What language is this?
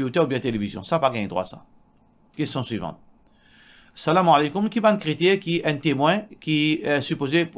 Morisyen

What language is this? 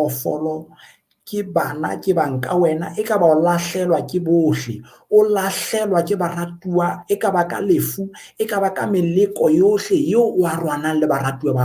Southern Sotho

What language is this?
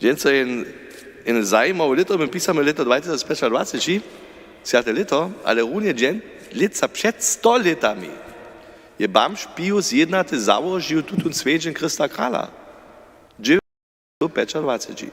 Upper Sorbian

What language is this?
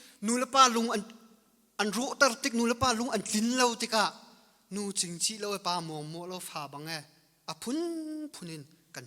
Hakha Chin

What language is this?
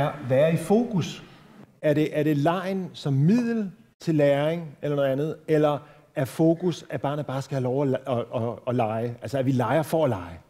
Danish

